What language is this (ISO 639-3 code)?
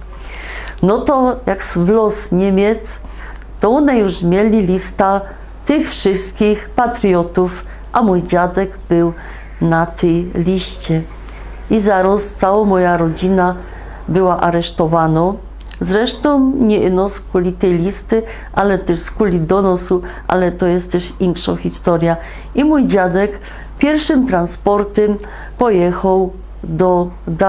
szl